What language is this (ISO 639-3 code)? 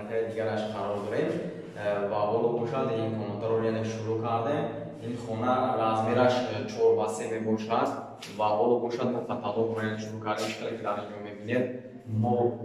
tgk